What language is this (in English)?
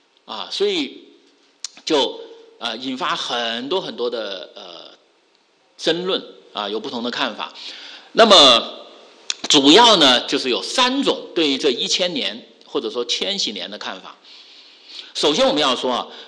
Chinese